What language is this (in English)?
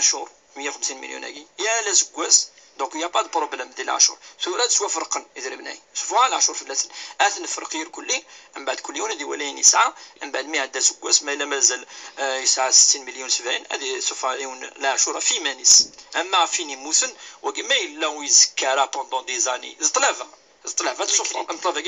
Kabyle